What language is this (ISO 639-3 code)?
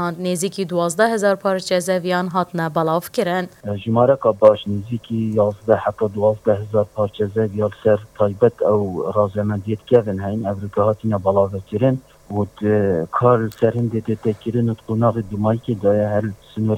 kur